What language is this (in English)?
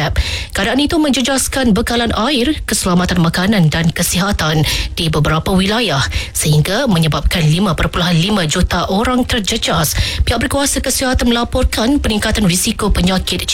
Malay